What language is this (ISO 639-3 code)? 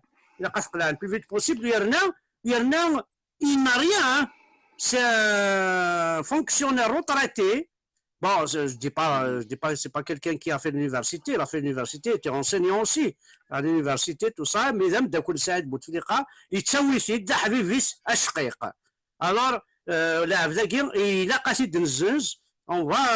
kab